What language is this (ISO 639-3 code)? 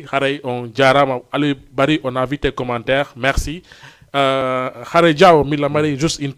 ful